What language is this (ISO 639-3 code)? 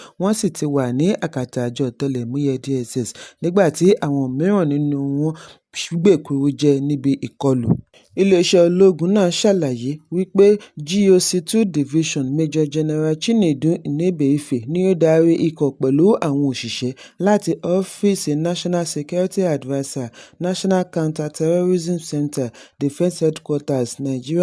yor